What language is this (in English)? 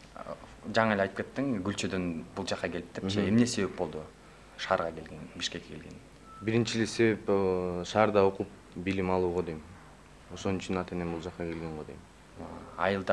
Kyrgyz